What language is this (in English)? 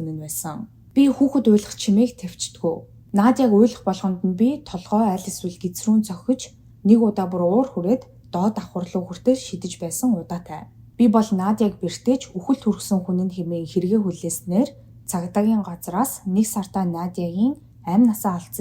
Mongolian